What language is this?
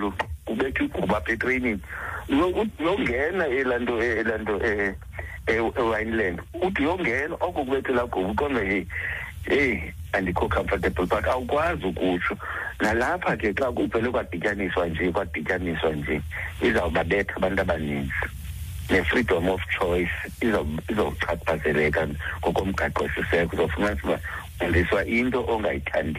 Xhosa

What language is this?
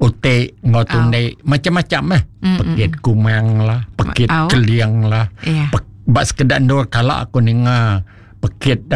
Iban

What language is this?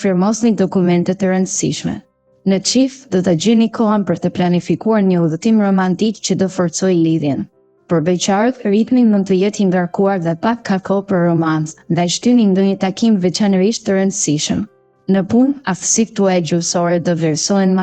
Albanian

